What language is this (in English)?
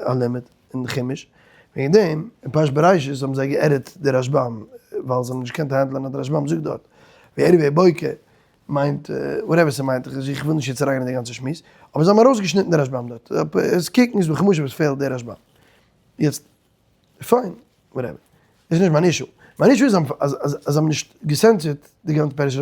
Yiddish